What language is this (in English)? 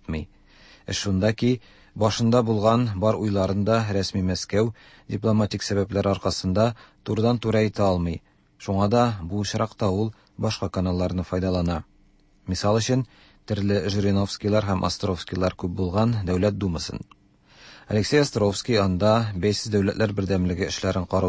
Tatar